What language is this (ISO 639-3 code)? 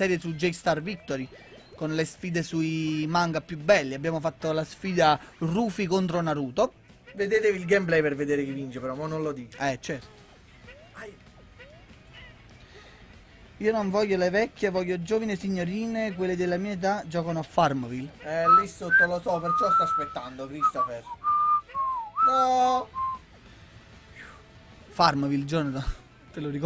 ita